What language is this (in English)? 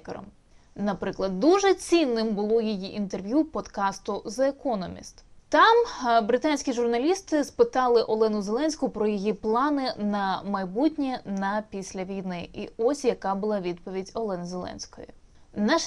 Ukrainian